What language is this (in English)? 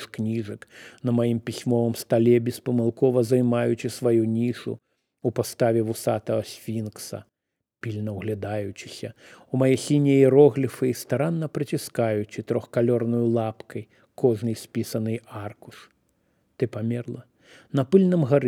Belarusian